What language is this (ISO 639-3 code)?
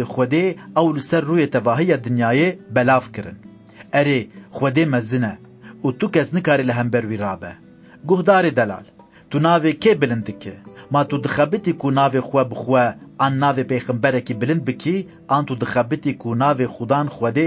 kur